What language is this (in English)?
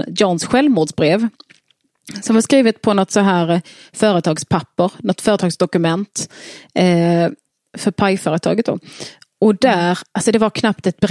Swedish